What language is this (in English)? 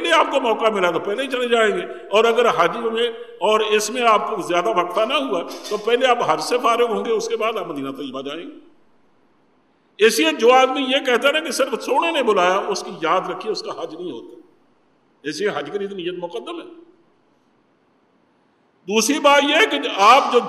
Urdu